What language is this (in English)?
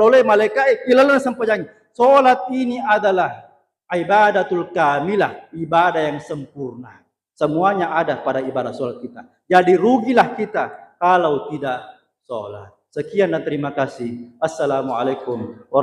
Buginese